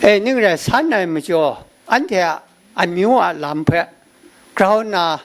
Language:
Kachin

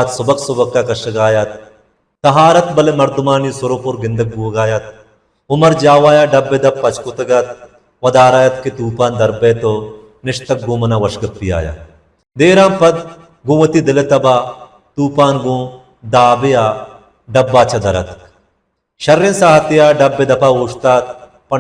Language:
Baluchi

